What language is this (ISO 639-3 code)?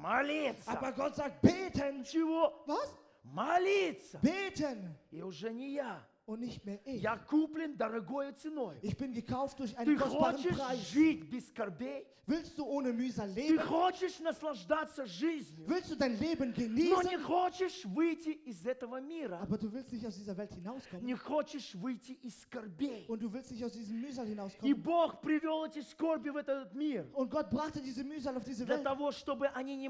rus